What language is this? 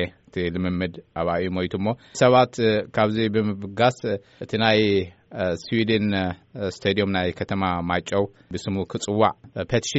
Tigrinya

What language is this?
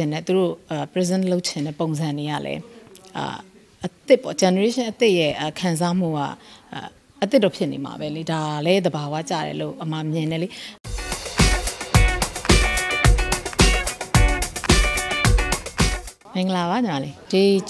Burmese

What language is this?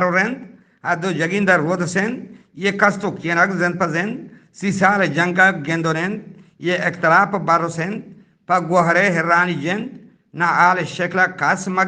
Eastern Balochi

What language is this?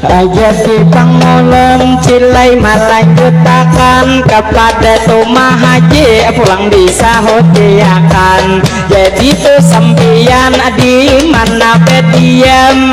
Banjar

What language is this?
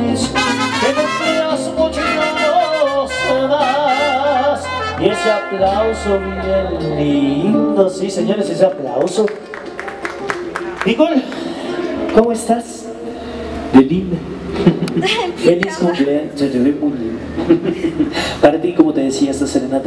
Spanish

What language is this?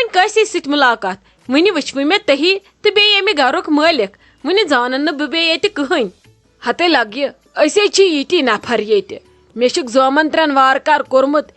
Kashmiri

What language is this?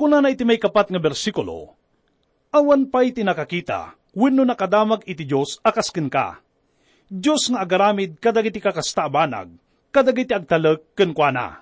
Iloko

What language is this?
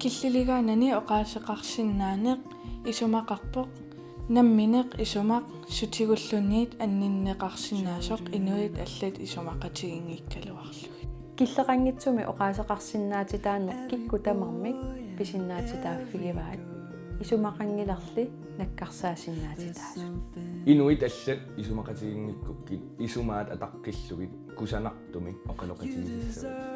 Kalaallisut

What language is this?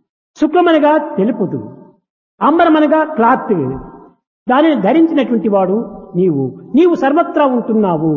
Telugu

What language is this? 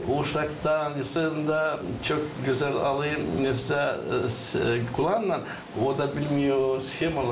Gagauz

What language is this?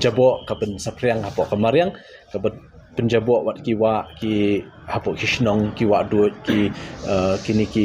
Khasi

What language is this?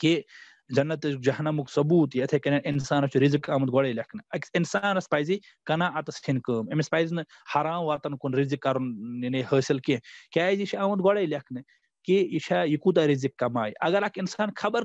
Kashmiri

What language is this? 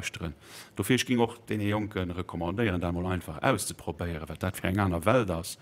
Luxembourgish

